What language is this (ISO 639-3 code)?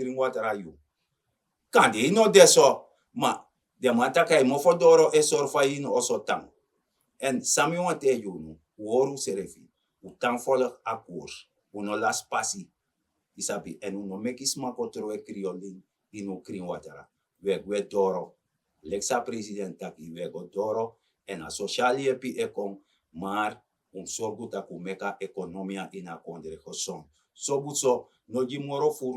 srn